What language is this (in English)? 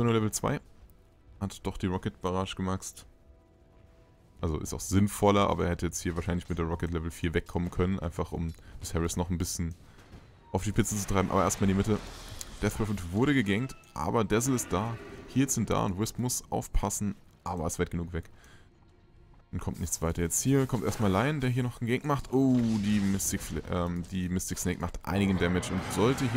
German